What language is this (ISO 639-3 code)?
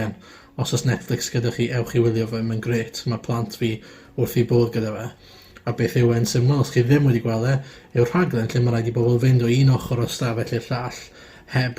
cym